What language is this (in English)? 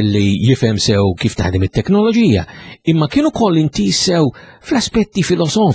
Maltese